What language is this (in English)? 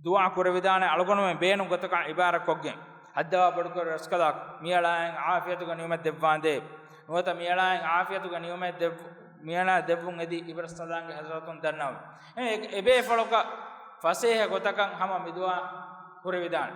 Divehi